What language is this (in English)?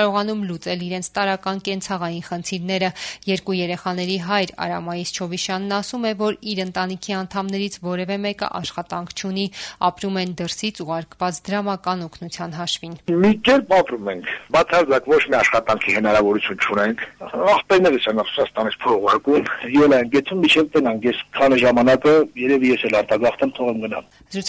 Armenian